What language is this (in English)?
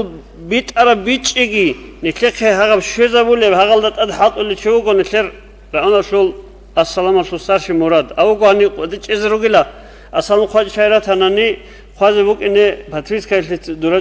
Avaric